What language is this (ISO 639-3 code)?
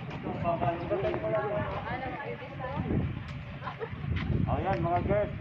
fil